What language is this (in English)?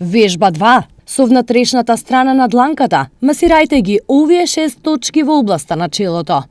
Macedonian